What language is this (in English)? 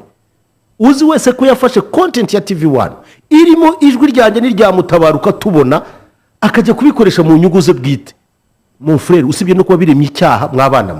Kinyarwanda